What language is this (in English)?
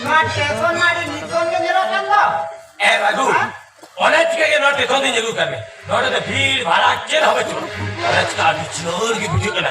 Santali